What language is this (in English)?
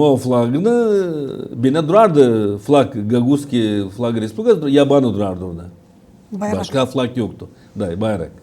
Gagauz